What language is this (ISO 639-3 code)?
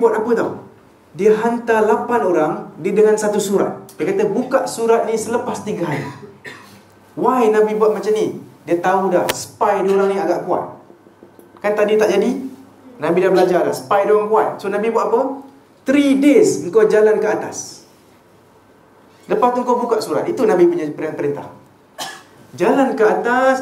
msa